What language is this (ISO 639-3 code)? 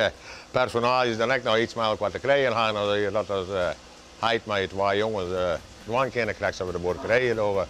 fry